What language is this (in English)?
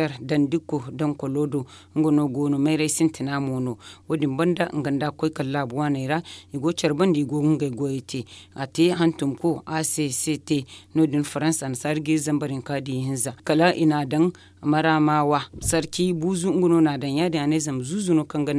Zarma